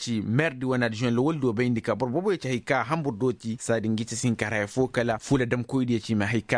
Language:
Koyraboro Senni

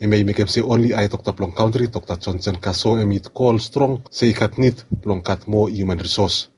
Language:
Bislama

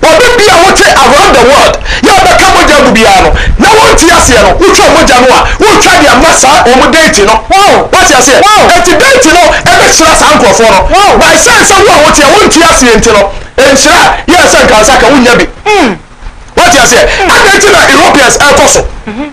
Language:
Akan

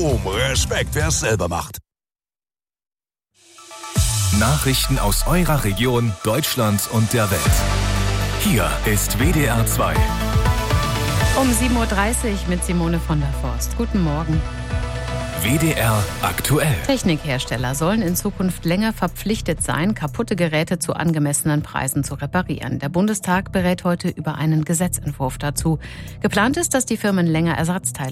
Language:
German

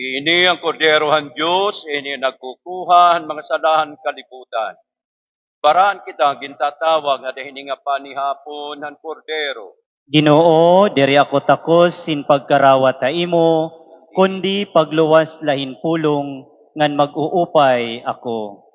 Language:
Waray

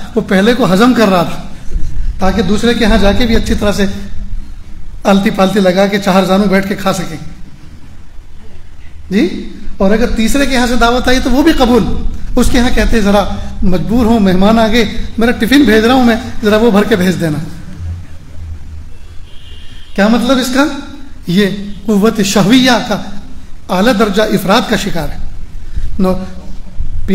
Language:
Urdu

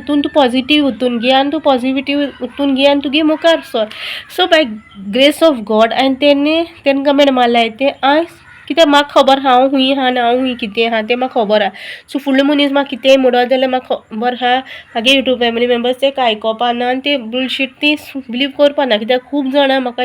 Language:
Konkani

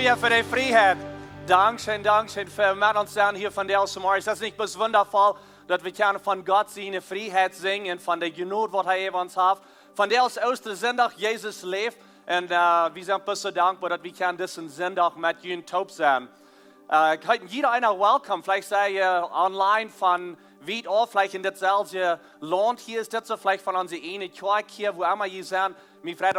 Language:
Plautdietsch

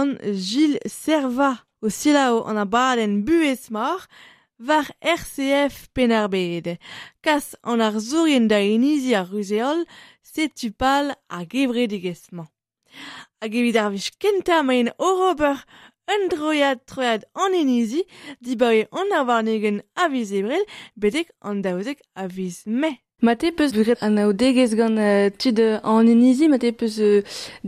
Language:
Breton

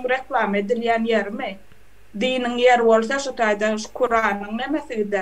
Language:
Turkmen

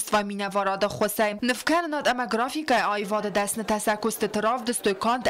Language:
Ossetic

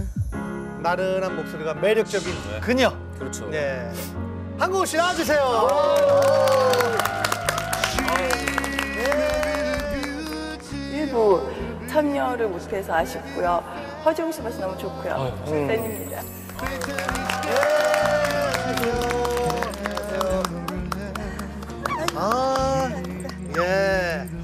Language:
Korean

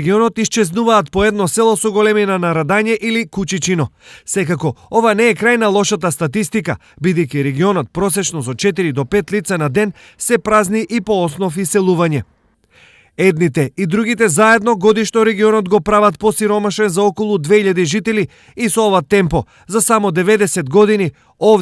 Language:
Macedonian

